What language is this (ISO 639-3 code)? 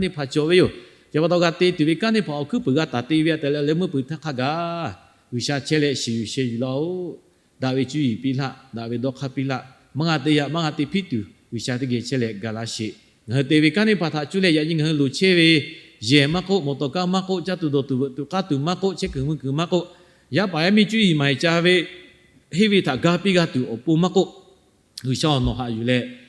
lhu